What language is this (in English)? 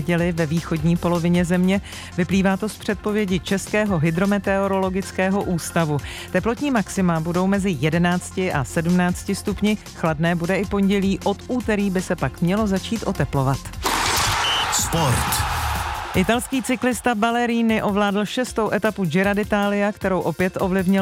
Czech